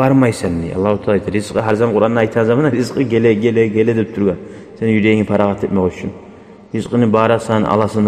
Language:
Kumyk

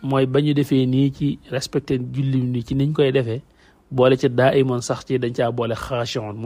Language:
Wolof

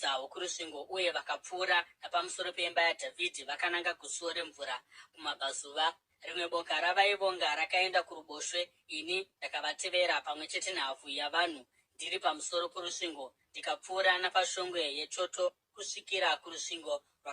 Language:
Shona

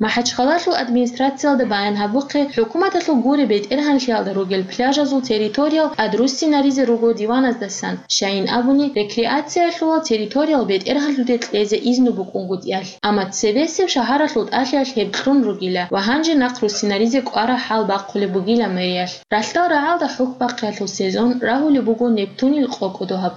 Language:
Avaric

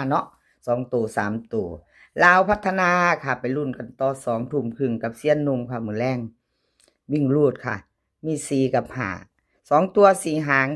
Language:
Northeastern Thai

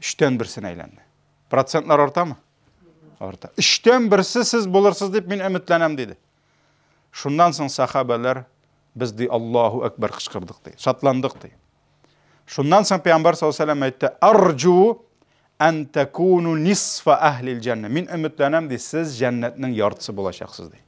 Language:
Tatar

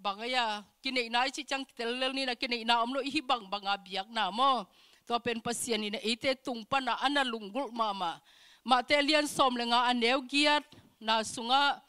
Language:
Tedim Chin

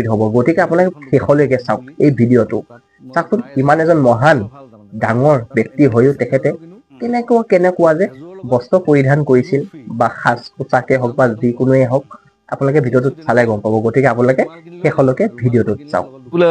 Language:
Assamese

